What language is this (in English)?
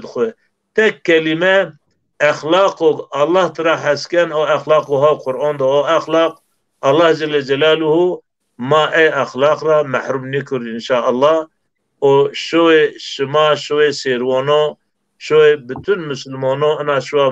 Zaza